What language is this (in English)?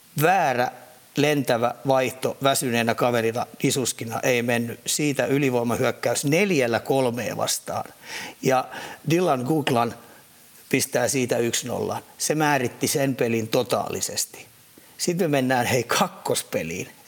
Finnish